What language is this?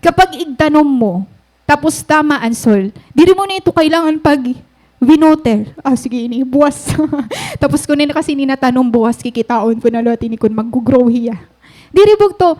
Waray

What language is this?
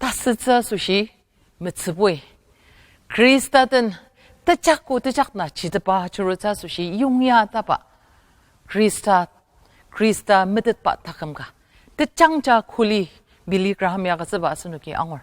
Ao Naga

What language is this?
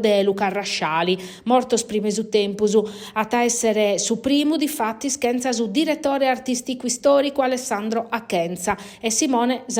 Sardinian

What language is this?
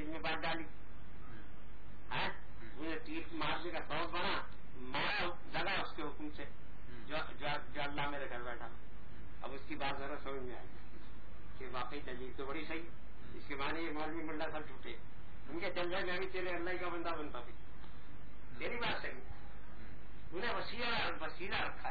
Urdu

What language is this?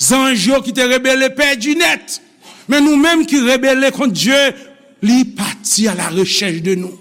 Haitian Creole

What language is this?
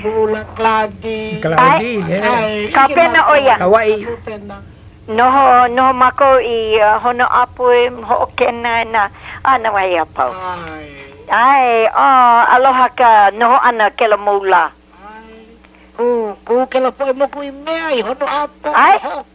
Hawaiian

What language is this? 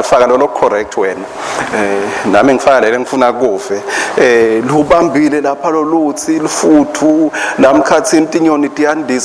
Swati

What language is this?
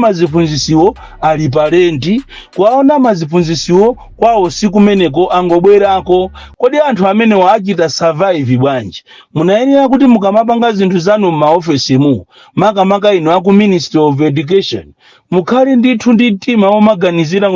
Nyanja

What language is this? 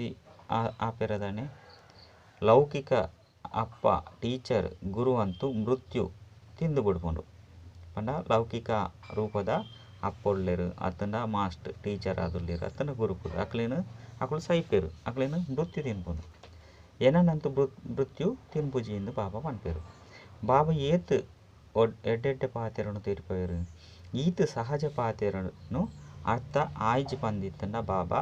Tulu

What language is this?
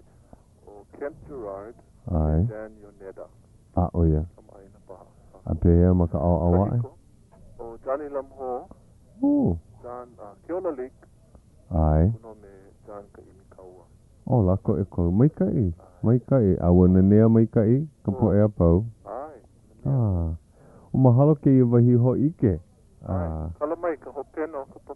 Hawaiian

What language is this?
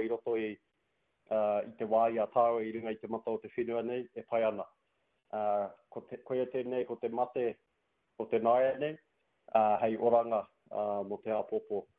Māori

